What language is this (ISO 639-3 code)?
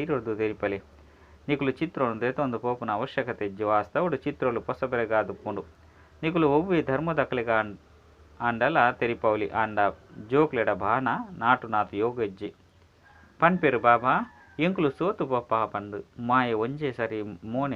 tcy